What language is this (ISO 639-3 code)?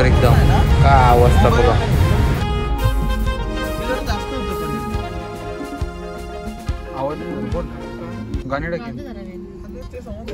mar